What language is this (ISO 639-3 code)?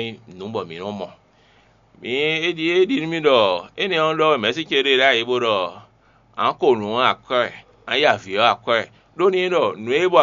fon